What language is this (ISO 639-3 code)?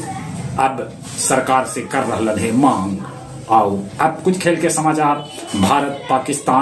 mag